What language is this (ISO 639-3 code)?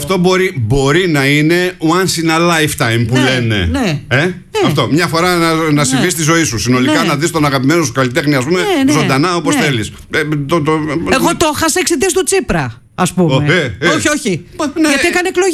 ell